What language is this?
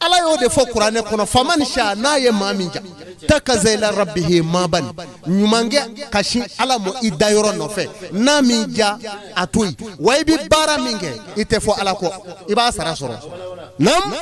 Bambara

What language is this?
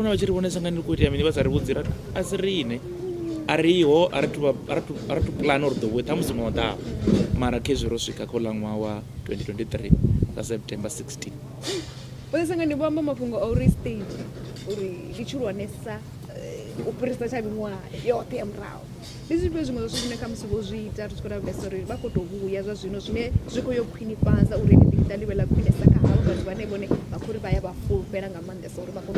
Venda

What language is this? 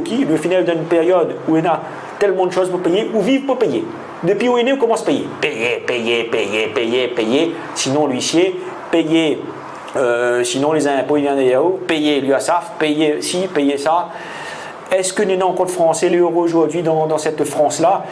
Réunion Creole French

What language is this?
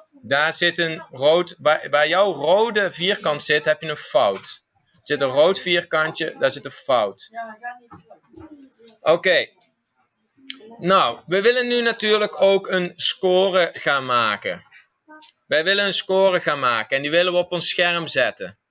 Dutch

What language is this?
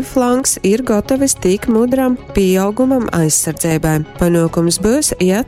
Latgalian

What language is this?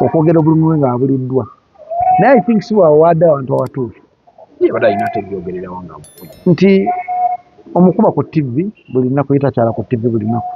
Ganda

